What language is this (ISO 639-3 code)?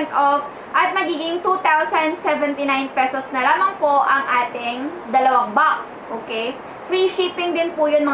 fil